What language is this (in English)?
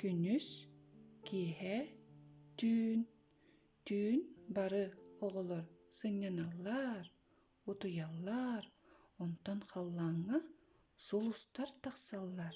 Yakut